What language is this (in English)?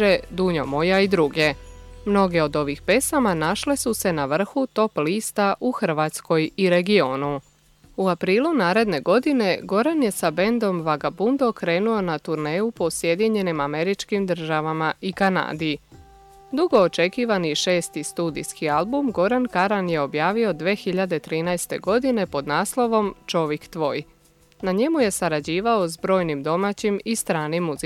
Croatian